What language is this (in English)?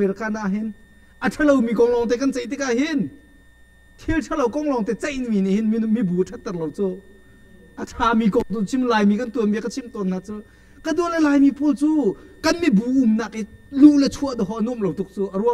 Hakha Chin